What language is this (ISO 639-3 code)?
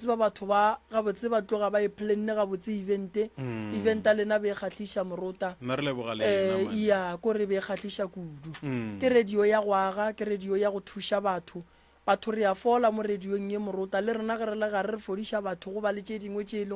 nso